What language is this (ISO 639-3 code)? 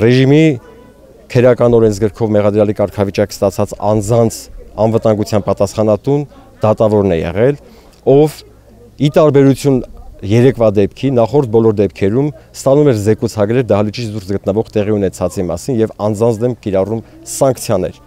hye